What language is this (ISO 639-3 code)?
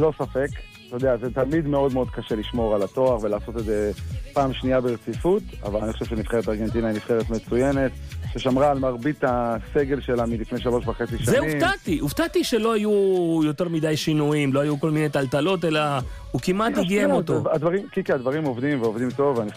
heb